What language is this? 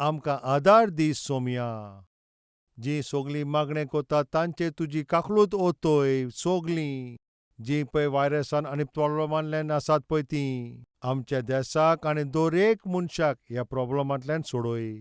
Konkani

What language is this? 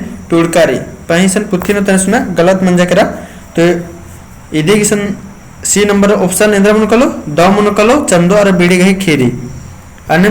Kurukh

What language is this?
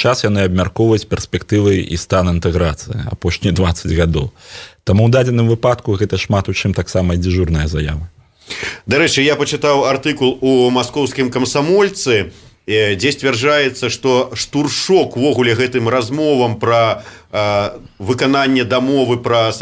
Belarusian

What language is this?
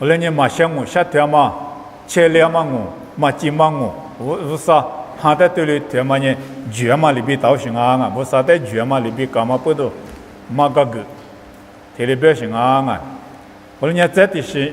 Lisu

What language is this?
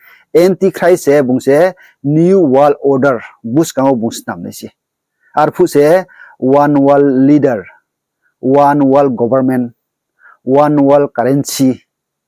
Riang (India)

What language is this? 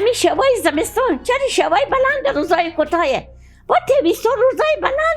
Persian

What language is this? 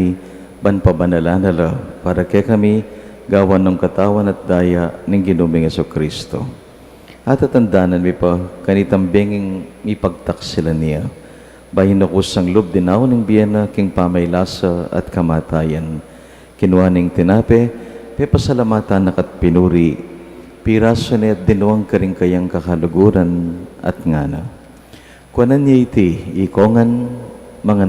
Pampanga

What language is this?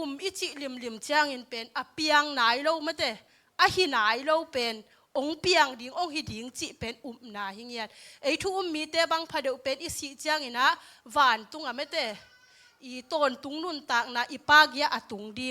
Tedim Chin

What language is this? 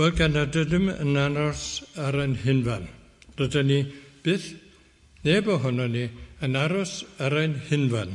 Welsh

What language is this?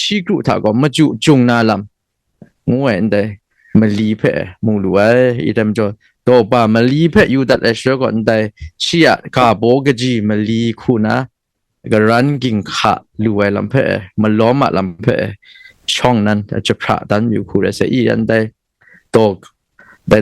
Kachin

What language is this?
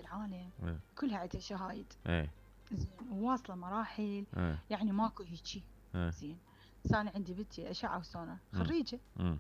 Mesopotamian Arabic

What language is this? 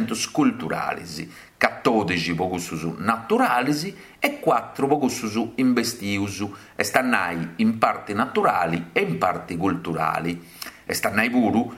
Sardinian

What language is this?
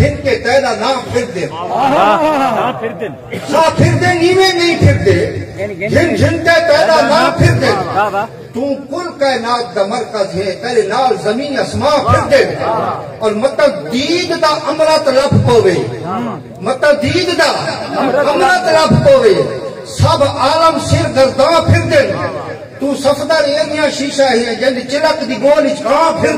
Saraiki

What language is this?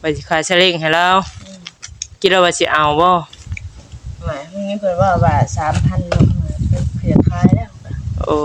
Northeastern Thai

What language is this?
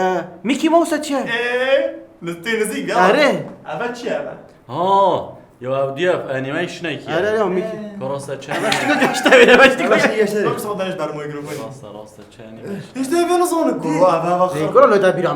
Kurdish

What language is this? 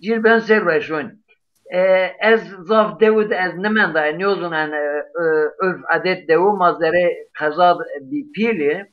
Zaza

